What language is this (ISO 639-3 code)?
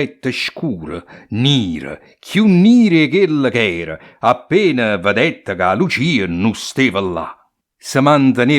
nap